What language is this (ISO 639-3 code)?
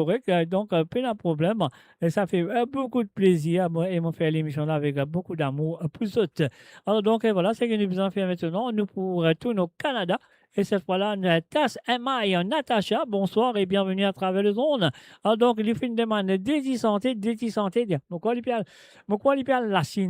mfe